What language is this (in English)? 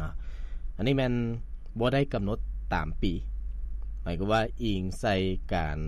Lao